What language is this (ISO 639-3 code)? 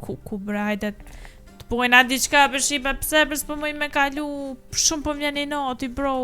sqi